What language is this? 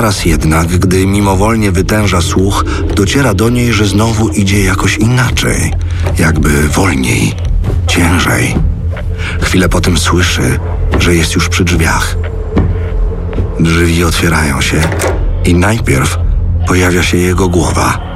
Polish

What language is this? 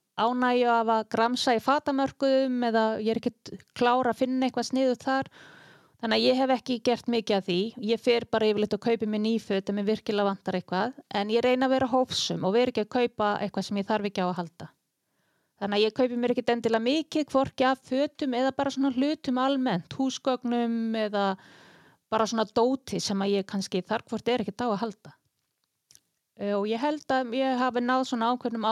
Icelandic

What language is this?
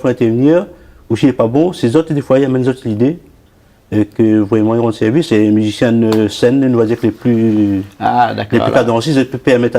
Réunion Creole French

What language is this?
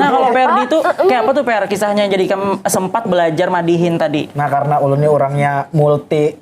Banjar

